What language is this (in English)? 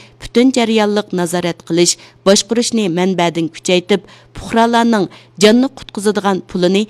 Uyghur